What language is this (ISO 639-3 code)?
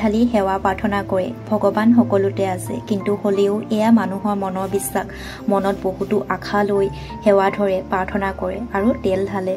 asm